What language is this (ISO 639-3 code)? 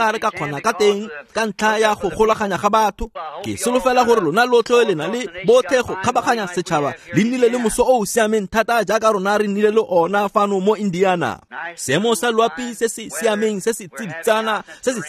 tsn